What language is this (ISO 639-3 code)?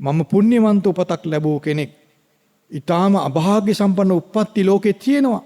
sin